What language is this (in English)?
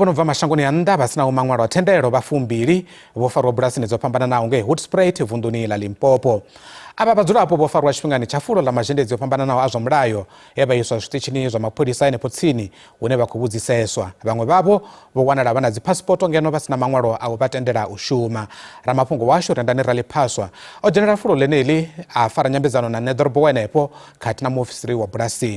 Venda